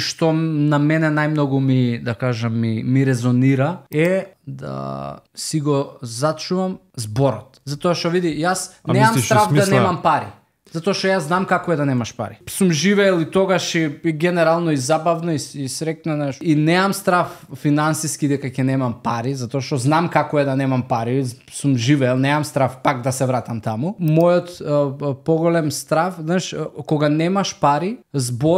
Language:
Macedonian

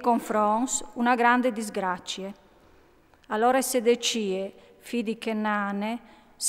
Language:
Friulian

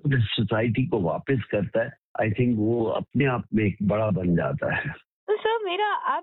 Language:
Hindi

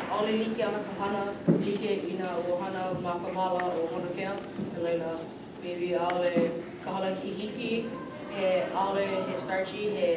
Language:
Hawaiian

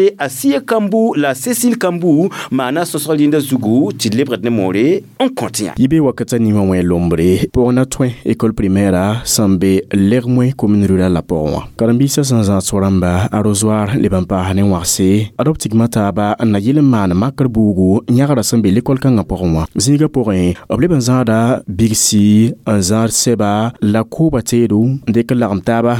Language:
Mossi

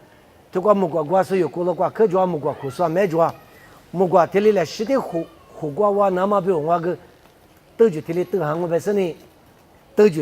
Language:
Lisu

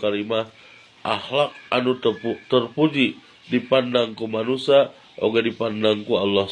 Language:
Sundanese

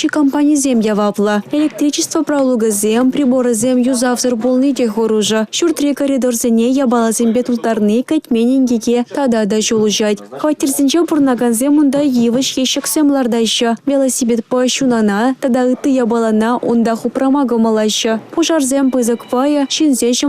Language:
Chuvash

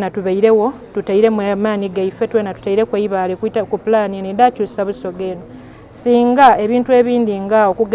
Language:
Soga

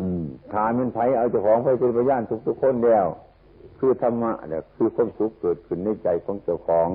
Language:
Northeastern Thai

